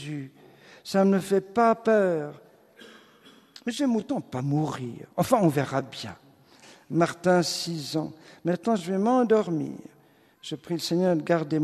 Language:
French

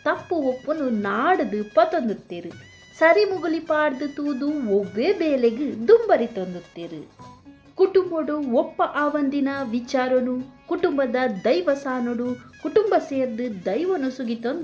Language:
Tulu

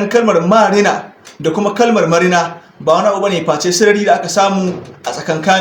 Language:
Hausa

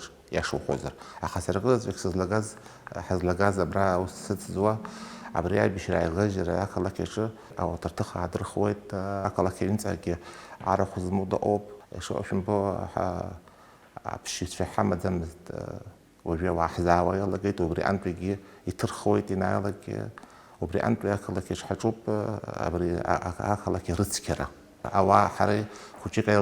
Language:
Abkhazian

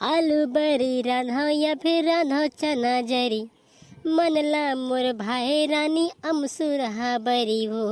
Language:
Chhattisgarhi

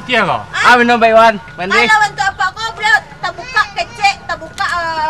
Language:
Minangkabau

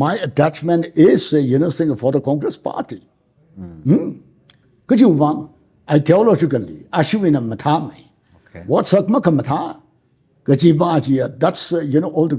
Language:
Tangkhul Naga (India)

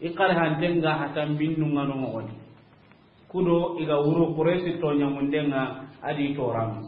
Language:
Soninke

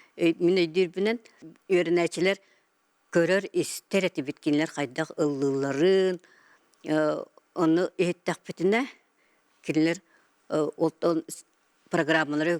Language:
Yakut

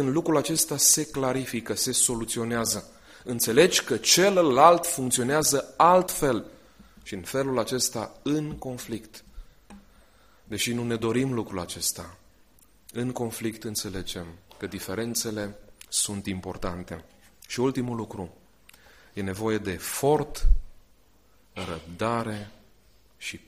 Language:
Romanian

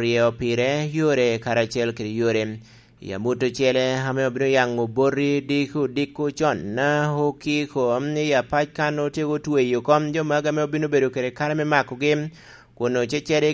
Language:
Lango (Uganda)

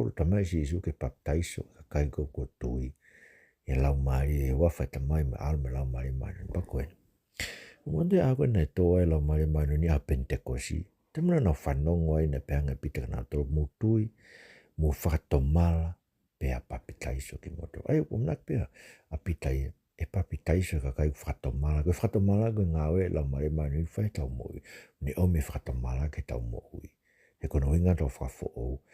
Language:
Tongan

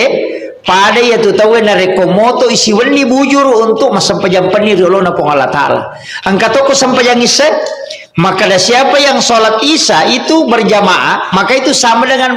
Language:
Buginese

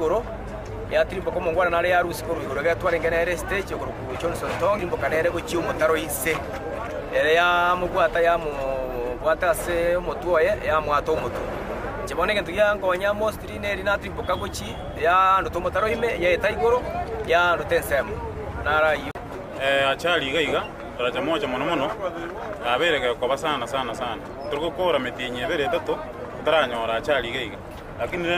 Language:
Gusii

